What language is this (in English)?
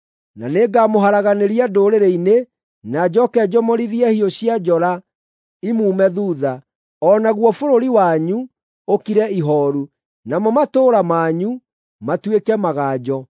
Kikuyu